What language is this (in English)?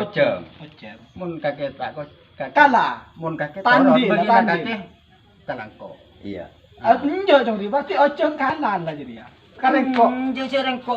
Madurese